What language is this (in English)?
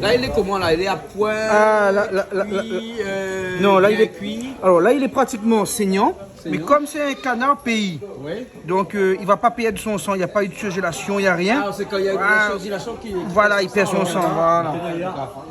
Réunion Creole French